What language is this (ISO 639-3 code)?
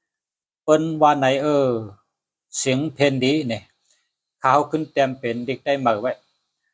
shn